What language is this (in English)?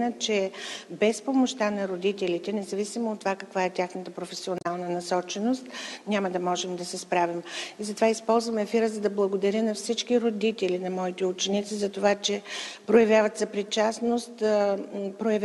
Bulgarian